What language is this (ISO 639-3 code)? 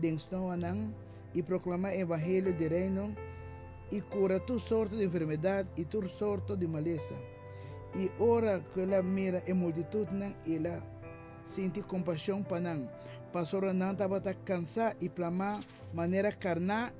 pap